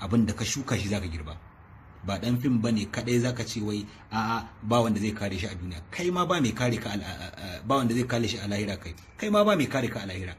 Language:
Hausa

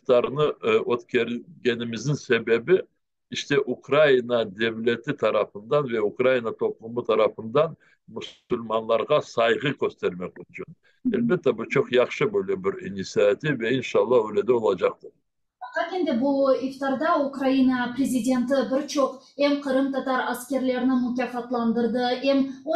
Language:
Crimean Tatar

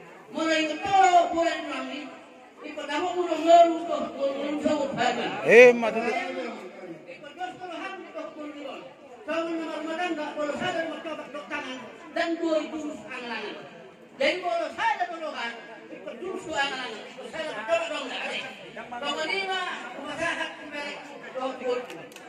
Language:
Batak Toba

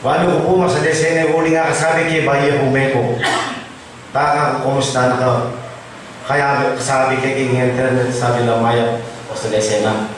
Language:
Pampanga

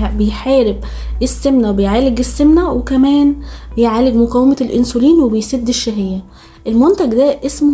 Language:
Egyptian Arabic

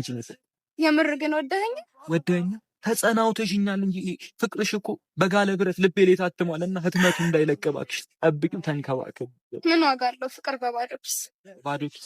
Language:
Amharic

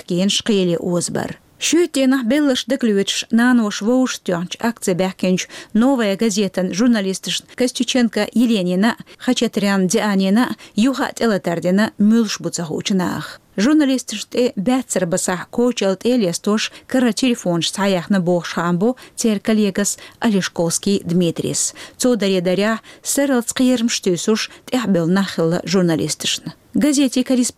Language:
Chechen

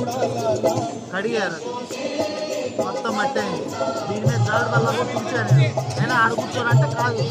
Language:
Telugu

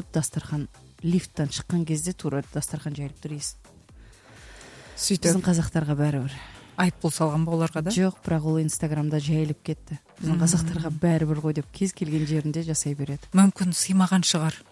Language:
Kazakh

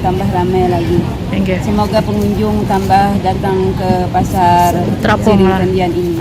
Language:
Banjar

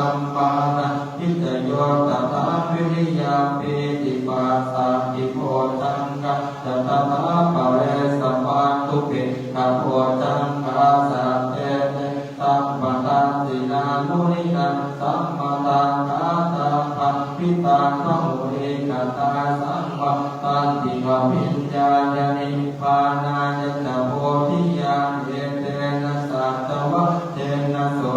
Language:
Pali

